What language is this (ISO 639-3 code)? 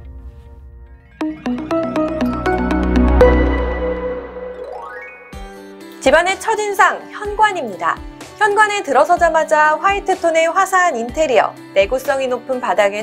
kor